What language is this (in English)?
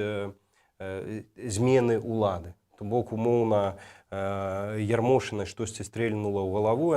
Belarusian